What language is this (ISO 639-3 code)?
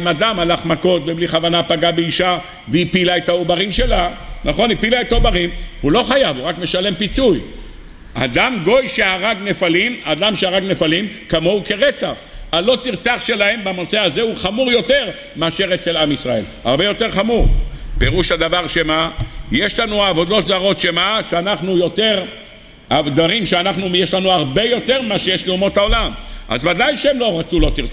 heb